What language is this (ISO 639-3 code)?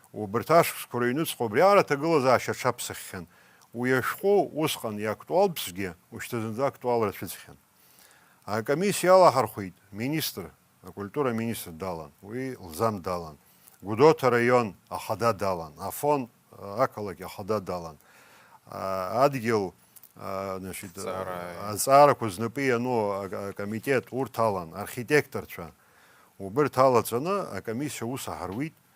abk